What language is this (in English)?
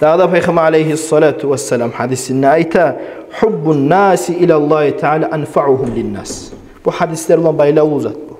Kumyk